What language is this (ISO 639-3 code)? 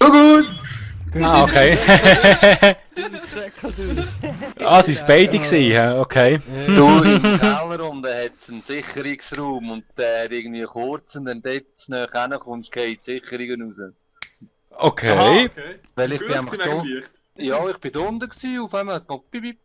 gsw